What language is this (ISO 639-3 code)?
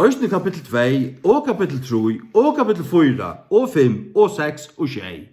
fao